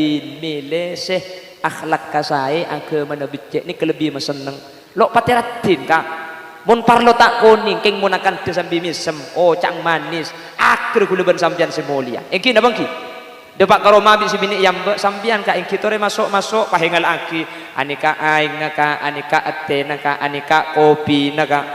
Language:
Madurese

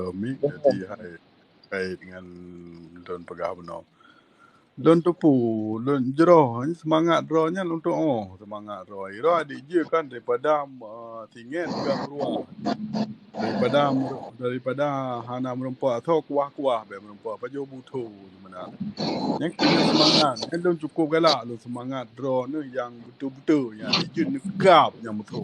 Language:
Achinese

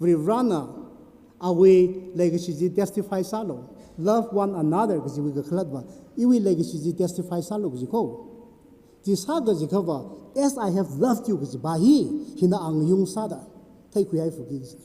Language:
Tangkhul Naga (India)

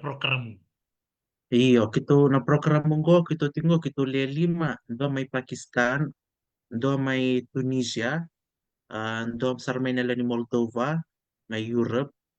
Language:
Fijian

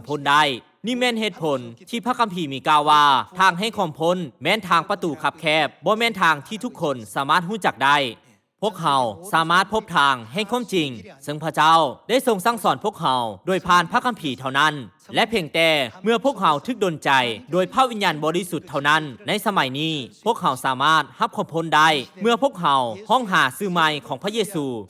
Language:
Lao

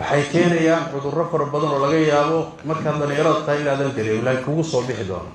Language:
Somali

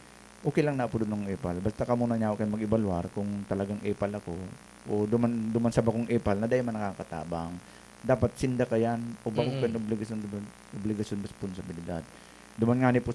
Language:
Bikol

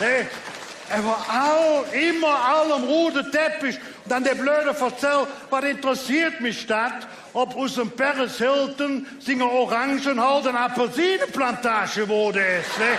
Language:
Colognian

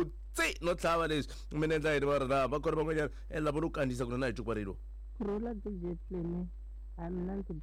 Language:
Tsonga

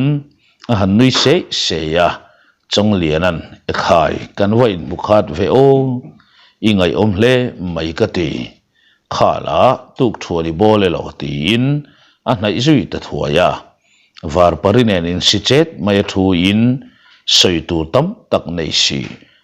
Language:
Mizo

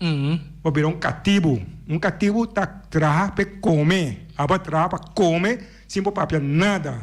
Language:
Papiamento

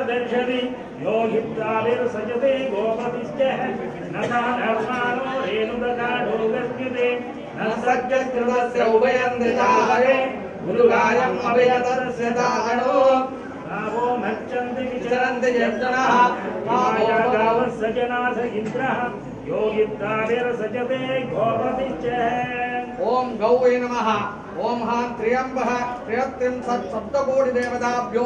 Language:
Tamil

